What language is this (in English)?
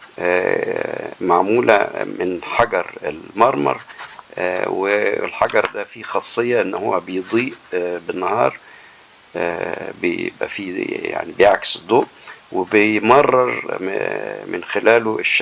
Egyptian Arabic